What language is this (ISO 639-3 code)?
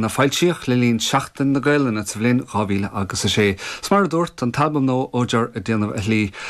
gle